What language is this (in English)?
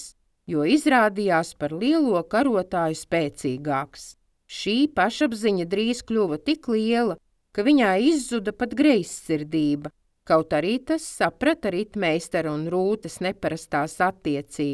Latvian